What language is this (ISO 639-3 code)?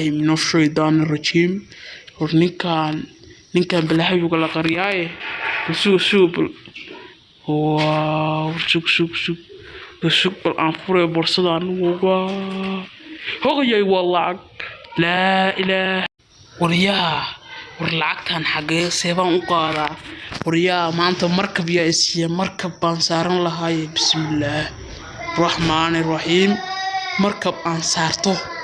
som